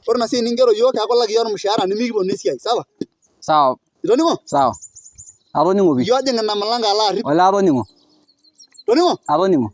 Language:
Masai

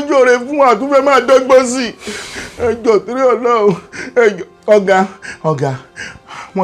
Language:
Yoruba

